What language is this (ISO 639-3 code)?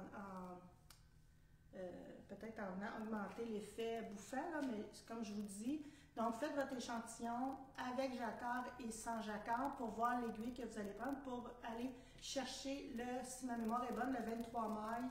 fra